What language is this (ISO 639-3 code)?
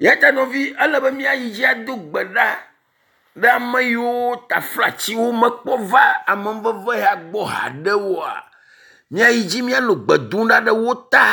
ewe